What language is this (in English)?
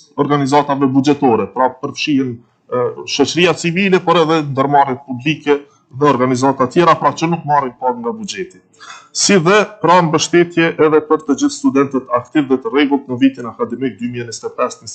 Albanian